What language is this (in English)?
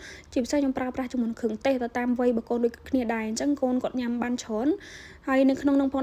Khmer